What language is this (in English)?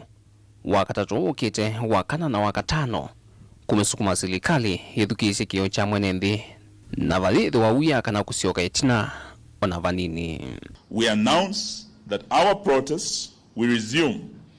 Kamba